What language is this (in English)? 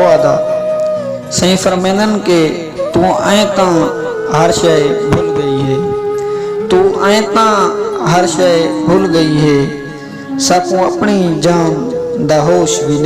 Saraiki